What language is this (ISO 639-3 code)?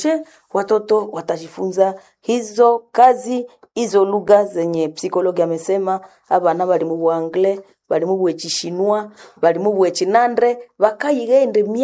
swa